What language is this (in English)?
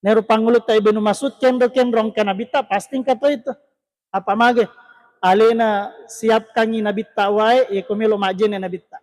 Buginese